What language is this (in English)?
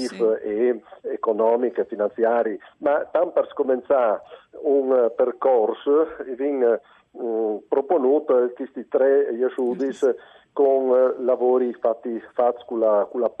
Friulian